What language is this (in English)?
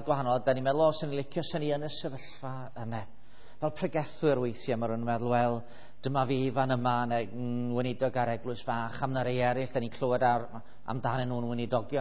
Welsh